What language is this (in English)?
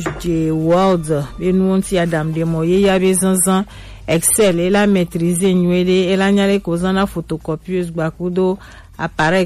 Gen